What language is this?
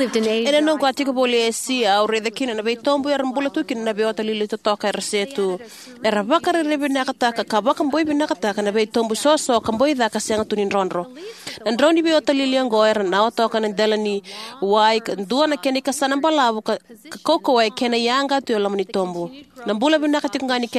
Fijian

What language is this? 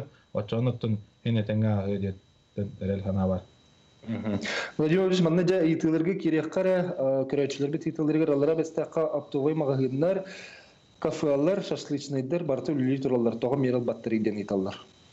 Yakut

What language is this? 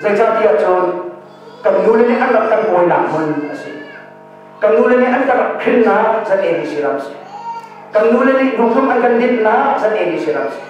Hakha Chin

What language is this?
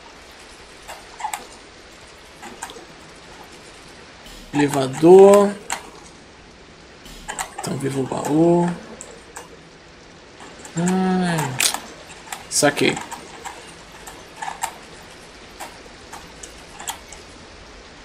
Portuguese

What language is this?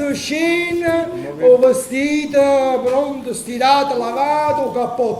Neapolitan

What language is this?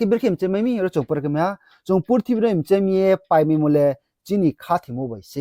Riang (India)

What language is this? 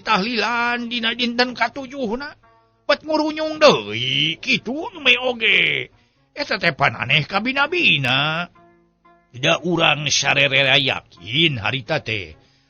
Sundanese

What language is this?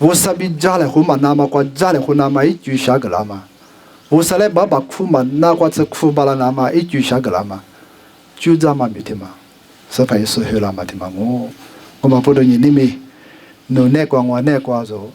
Lisu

